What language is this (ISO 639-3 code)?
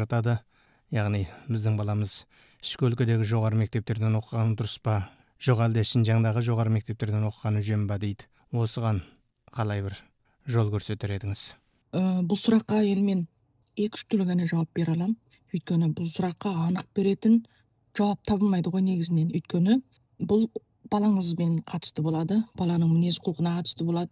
kaz